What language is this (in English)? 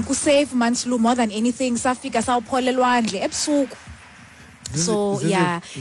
Xhosa